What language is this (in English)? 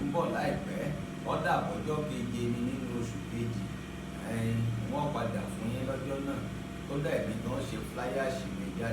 Yoruba